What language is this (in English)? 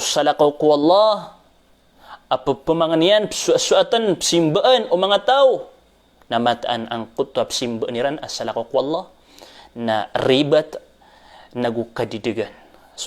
Maranao